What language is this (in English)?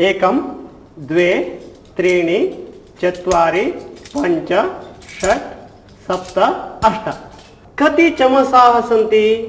Sanskrit